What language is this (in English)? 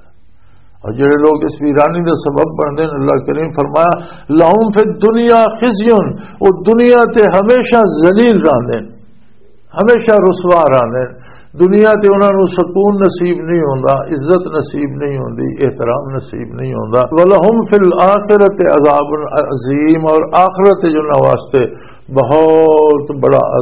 Western Panjabi